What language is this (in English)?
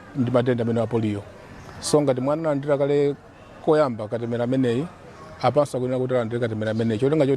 Nyanja